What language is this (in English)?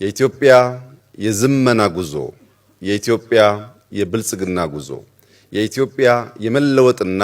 Amharic